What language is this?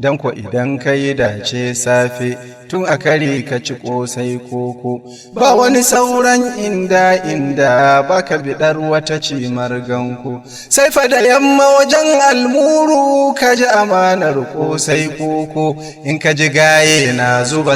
Hausa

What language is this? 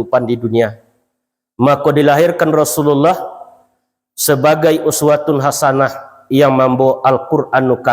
Minangkabau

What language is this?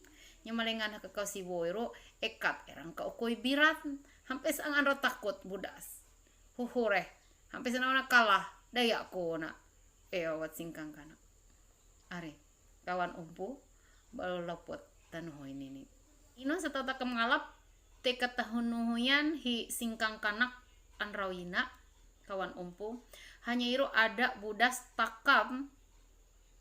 Ma'anyan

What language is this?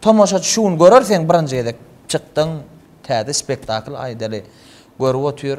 Turkmen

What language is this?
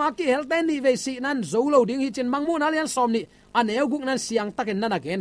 Tedim Chin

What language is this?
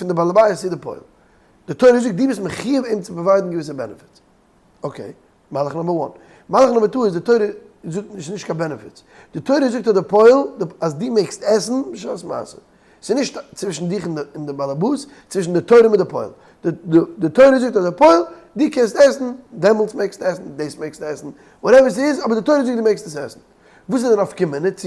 Yiddish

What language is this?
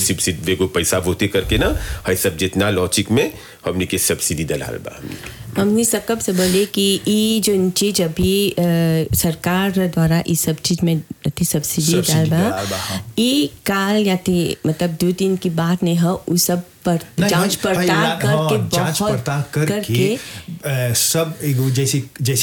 Bhojpuri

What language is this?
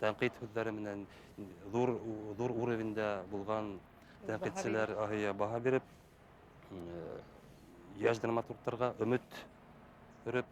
Bashkir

